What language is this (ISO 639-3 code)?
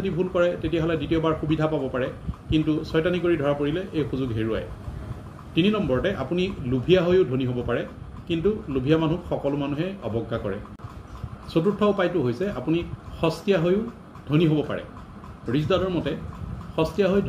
asm